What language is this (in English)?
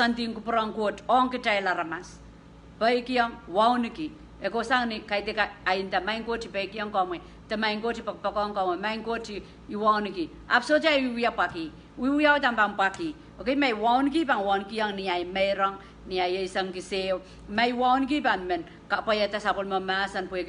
Pohnpeian